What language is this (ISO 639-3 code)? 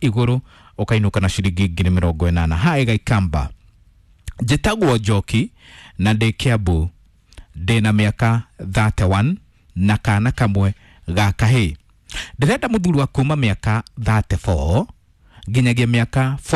kik